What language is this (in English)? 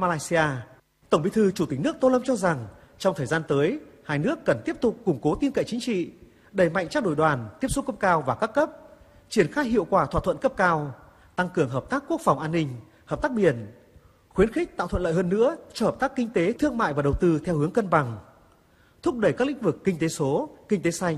Vietnamese